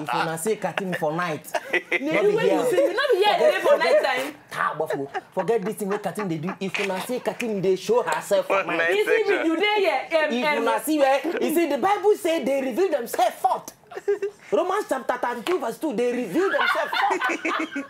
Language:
Nigerian Pidgin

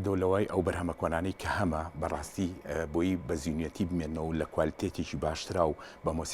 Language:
Central Kurdish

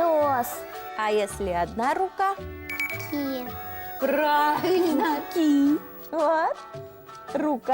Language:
Udmurt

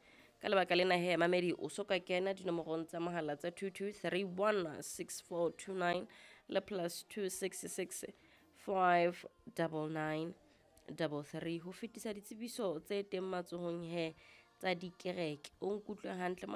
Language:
Southern Sotho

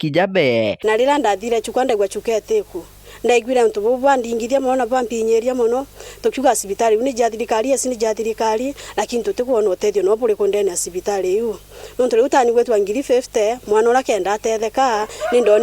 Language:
Meru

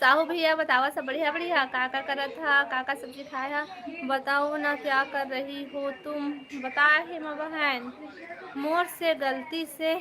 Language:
Chhattisgarhi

